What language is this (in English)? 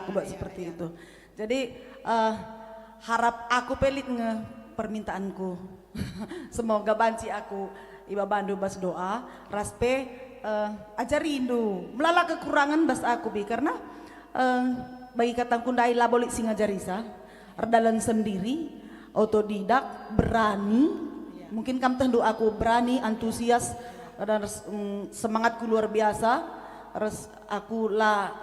Batak Karo